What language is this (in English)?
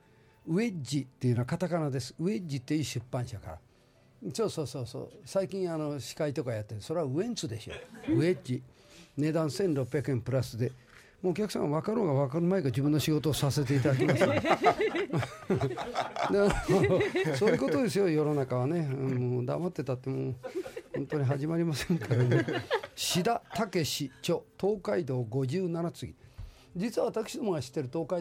Japanese